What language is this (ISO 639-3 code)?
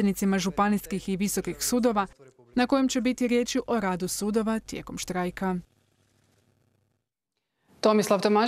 hrv